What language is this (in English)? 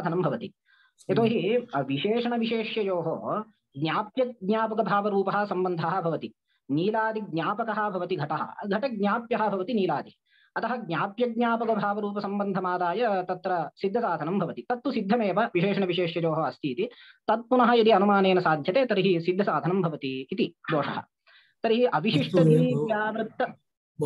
Sanskrit